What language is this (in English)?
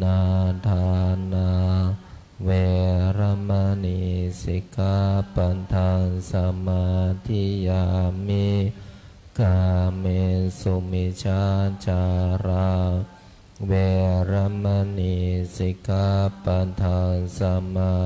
Pali